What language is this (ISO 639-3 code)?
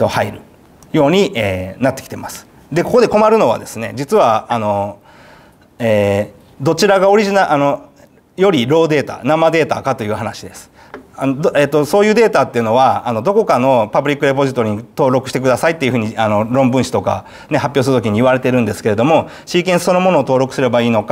jpn